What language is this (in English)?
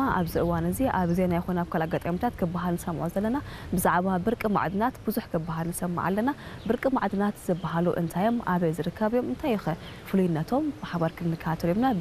Tigrinya